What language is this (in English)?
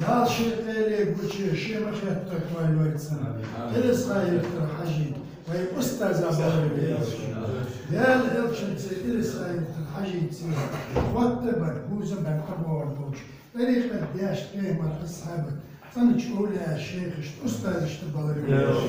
Ingush